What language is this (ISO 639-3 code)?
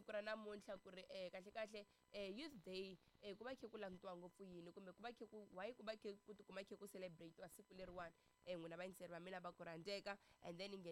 tso